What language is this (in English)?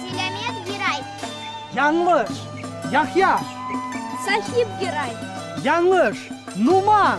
Crimean Tatar